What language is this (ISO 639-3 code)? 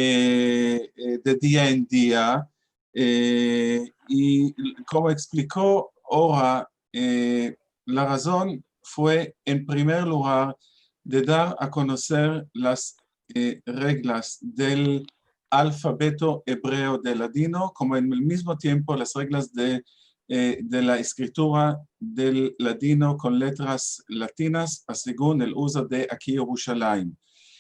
lad